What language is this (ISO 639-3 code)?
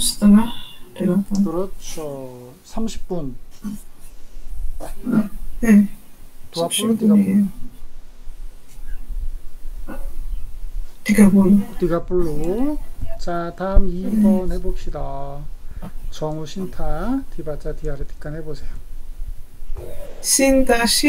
kor